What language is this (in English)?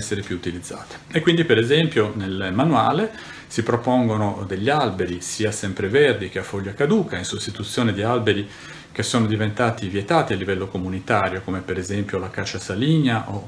Italian